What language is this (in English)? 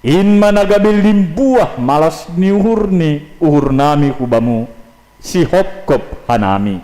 Batak Simalungun